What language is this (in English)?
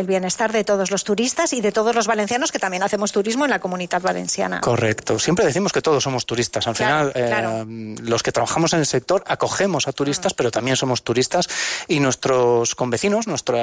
Spanish